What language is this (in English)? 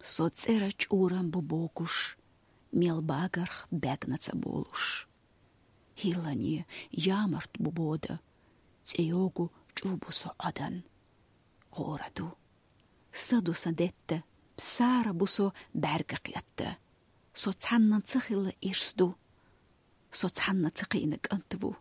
Chechen